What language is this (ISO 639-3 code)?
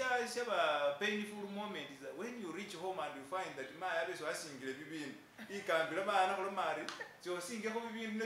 myx